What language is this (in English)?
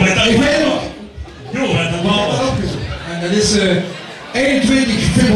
Limburgish